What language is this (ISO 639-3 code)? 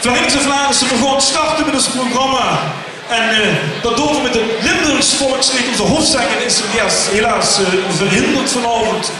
lim